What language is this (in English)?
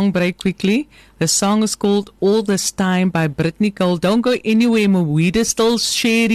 Afrikaans